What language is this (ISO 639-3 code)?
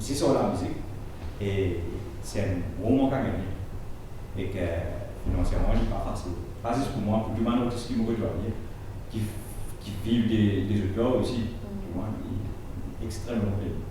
mfe